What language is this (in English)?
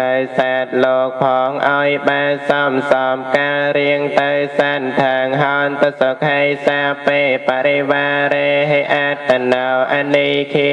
Khmer